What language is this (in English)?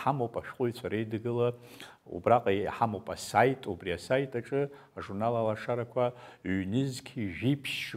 Abkhazian